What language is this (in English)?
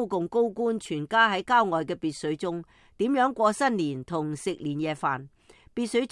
Cantonese